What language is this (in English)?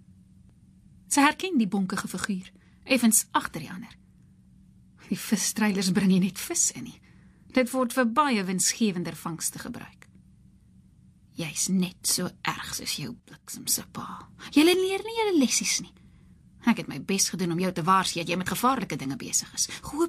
Afrikaans